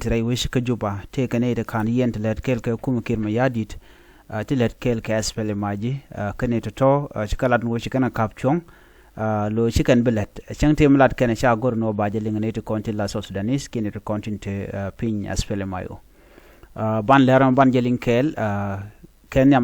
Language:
Nuer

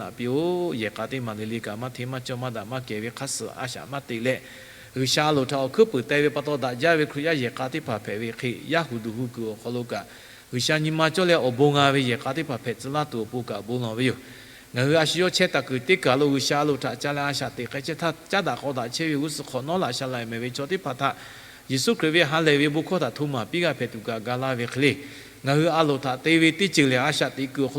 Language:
Lahu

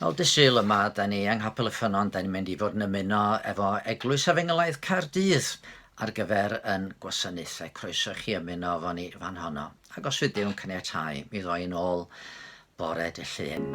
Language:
Welsh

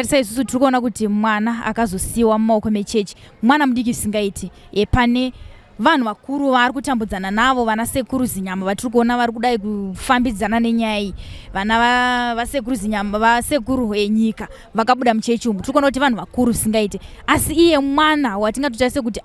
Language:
Shona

